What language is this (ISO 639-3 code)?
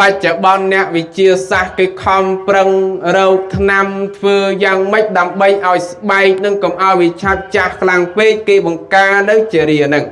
khm